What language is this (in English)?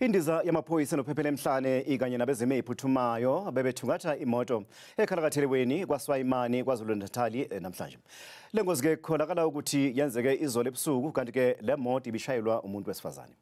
Zulu